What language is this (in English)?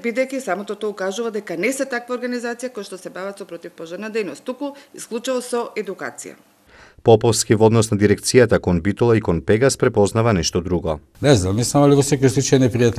Macedonian